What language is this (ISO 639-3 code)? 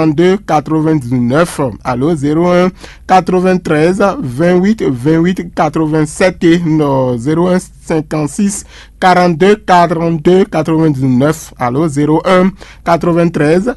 fon